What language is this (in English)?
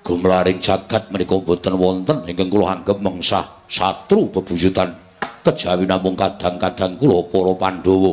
Javanese